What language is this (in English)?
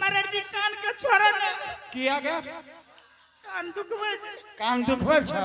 Angika